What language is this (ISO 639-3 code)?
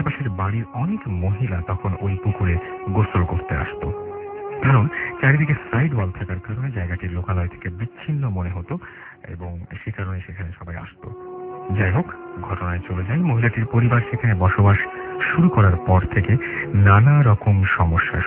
ben